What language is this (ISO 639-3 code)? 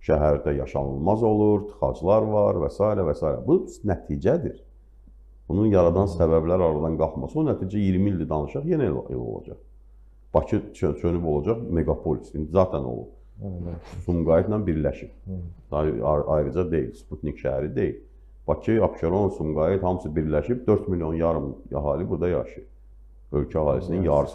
aze